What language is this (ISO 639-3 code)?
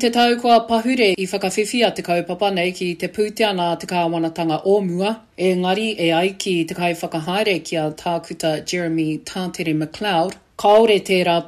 mri